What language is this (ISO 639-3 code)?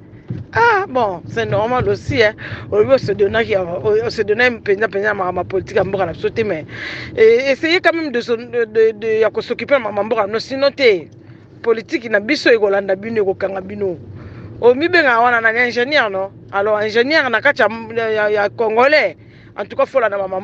lin